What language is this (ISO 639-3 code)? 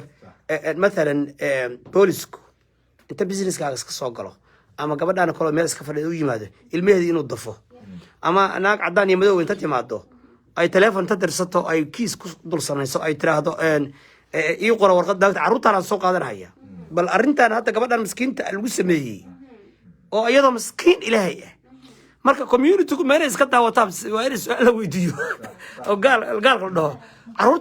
som